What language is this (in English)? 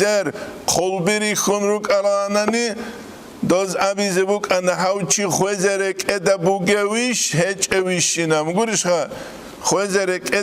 Avaric